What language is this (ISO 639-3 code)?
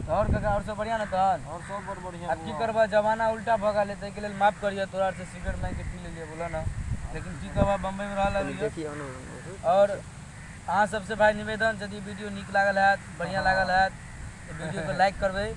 mai